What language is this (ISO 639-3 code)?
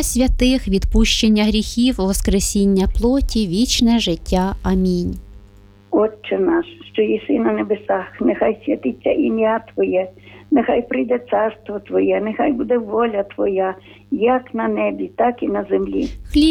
ukr